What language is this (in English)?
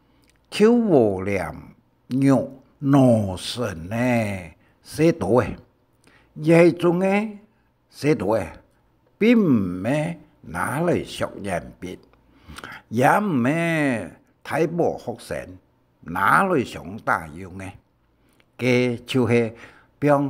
Hakka Chinese